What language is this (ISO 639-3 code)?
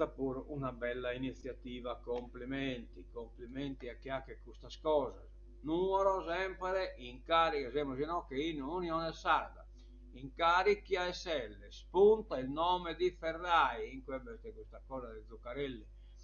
srd